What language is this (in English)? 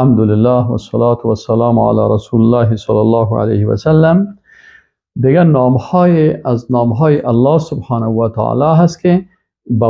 Persian